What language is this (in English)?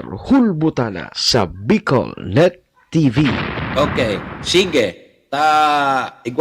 Bikol